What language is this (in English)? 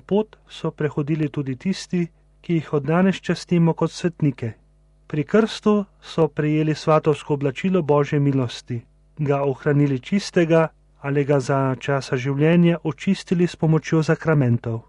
Slovenian